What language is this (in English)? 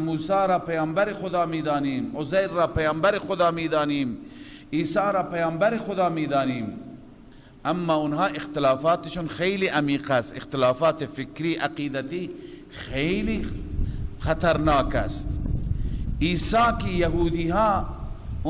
Persian